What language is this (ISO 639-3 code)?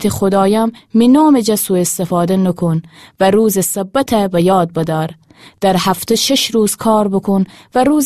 glk